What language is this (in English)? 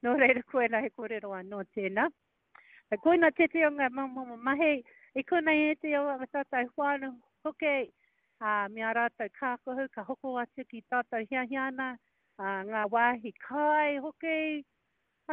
Māori